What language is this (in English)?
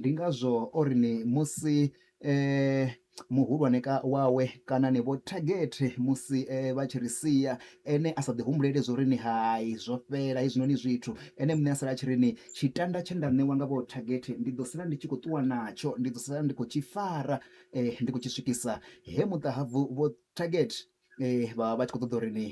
Venda